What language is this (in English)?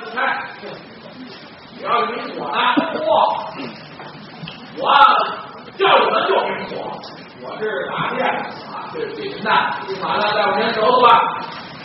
Chinese